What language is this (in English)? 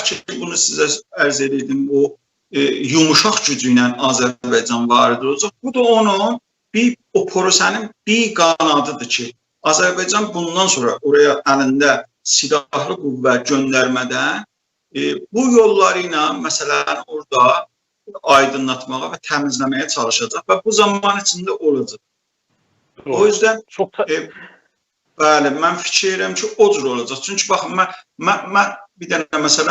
South Azerbaijani